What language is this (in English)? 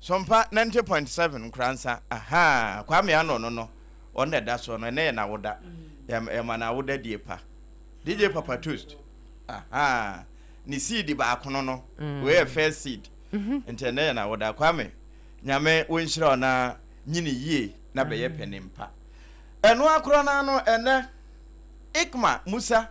Akan